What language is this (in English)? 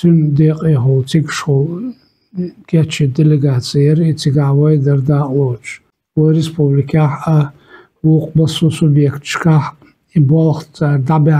Chechen